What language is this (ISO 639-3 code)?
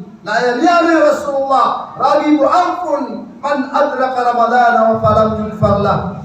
mrw